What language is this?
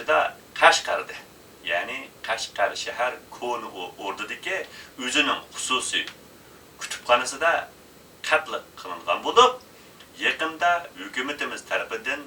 Uyghur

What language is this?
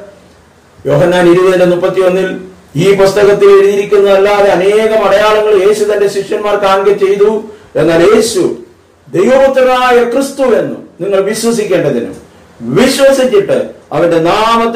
Malayalam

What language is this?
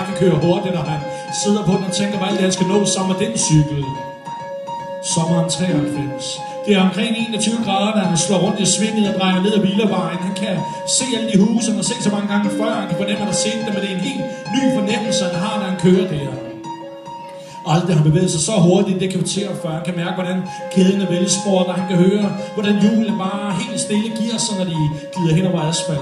Danish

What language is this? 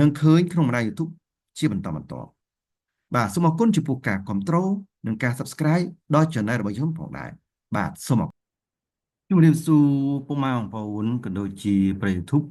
Khmer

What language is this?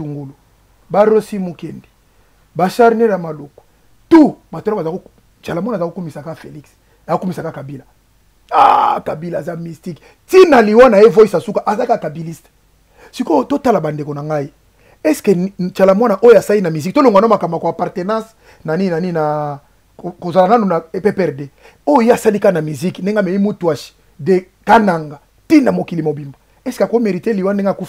Lingala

